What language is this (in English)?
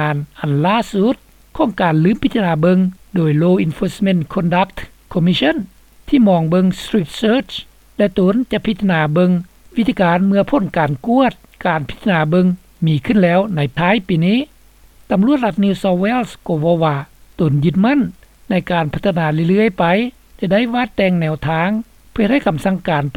Lao